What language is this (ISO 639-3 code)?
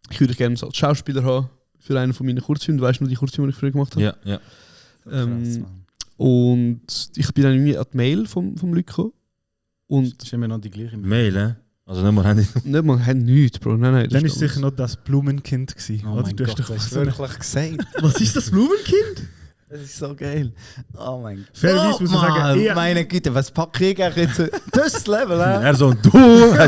gsw